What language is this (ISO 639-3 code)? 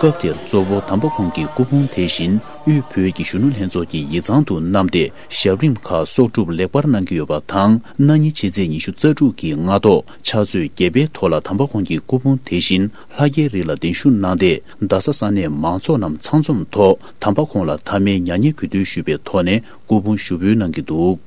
bod